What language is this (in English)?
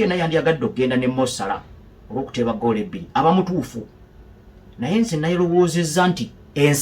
Ganda